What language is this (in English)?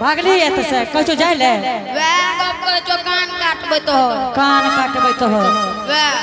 Angika